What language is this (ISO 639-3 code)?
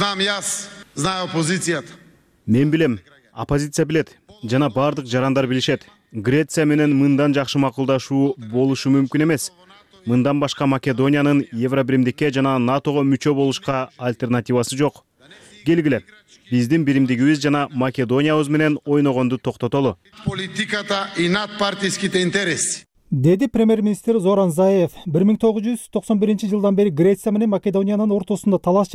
kir